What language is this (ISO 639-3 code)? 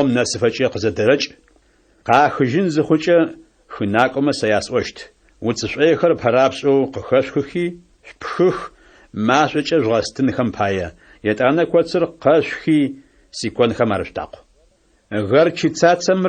ady